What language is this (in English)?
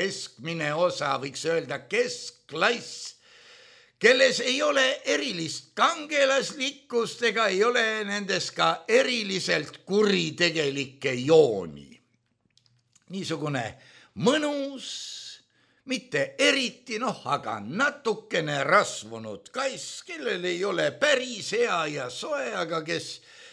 Estonian